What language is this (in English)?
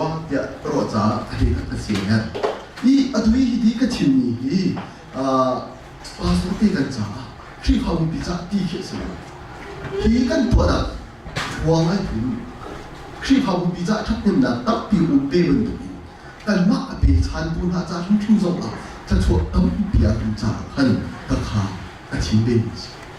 Hakha Chin